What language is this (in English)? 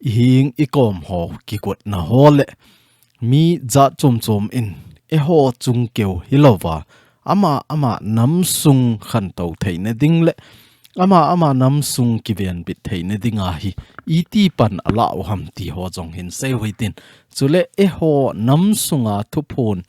Thado Chin